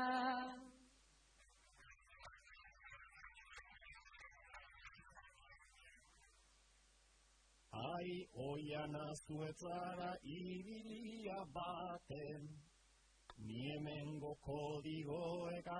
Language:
Basque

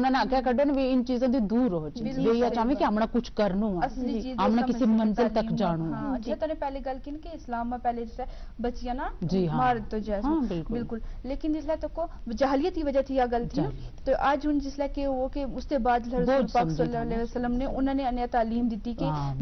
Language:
Gujari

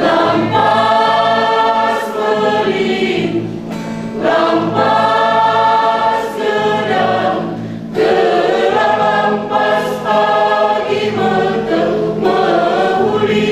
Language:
Batak Karo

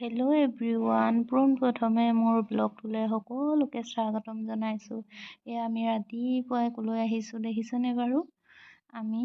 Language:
Assamese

